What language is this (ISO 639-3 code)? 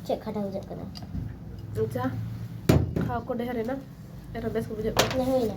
sat